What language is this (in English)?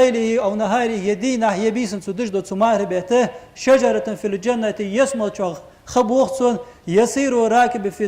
Ingush